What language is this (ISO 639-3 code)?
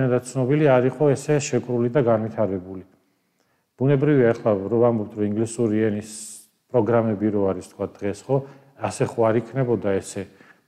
kat